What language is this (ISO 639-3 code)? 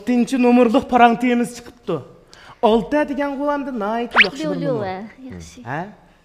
uig